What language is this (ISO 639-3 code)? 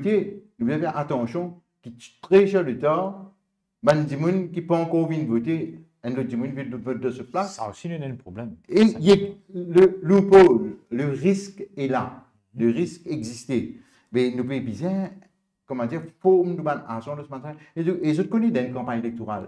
mfe